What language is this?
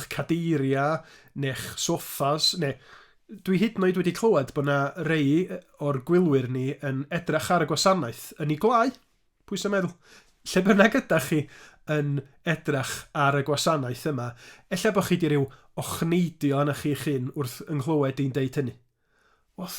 Welsh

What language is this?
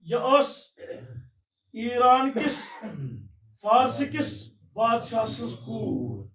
Kashmiri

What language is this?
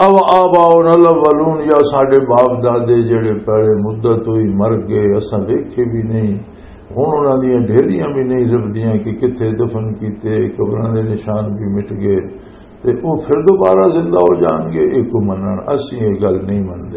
Western Panjabi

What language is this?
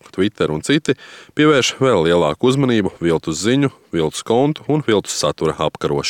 Latvian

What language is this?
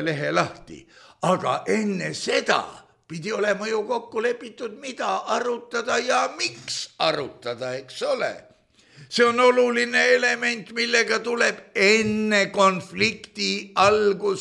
Estonian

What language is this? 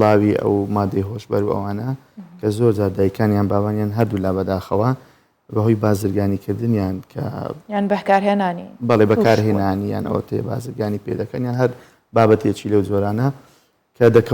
Central Kurdish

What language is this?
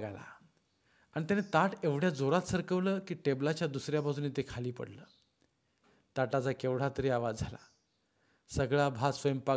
Marathi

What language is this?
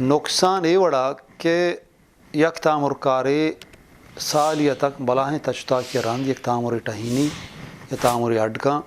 Eastern Balochi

